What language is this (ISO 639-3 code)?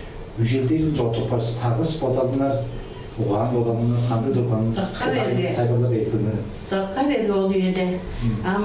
tyv